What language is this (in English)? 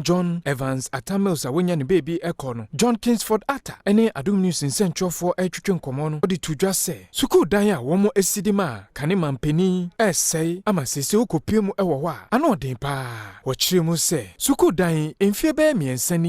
Akan